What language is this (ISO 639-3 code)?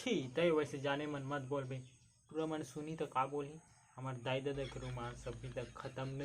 hne